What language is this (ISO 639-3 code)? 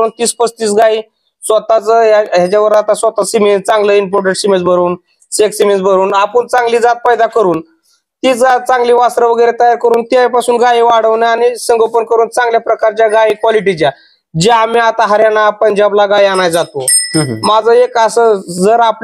mar